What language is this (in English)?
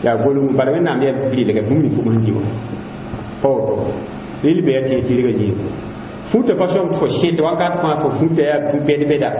Mossi